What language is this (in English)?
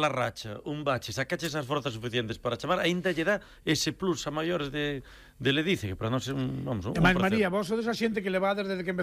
Galician